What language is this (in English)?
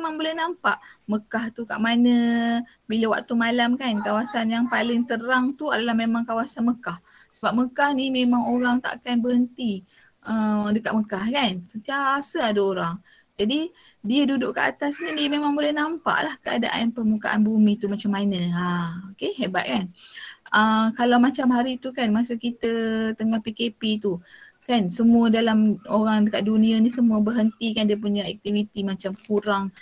Malay